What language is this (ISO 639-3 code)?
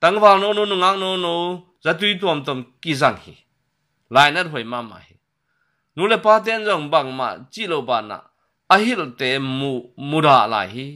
ctd